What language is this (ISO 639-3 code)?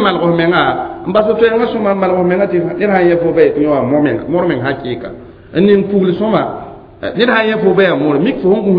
mos